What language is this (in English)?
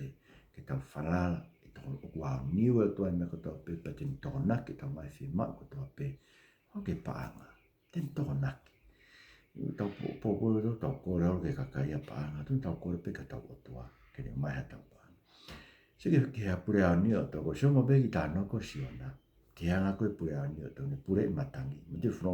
Tongan